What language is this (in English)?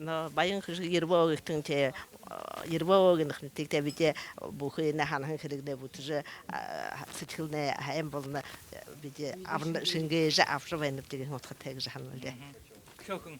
Buriat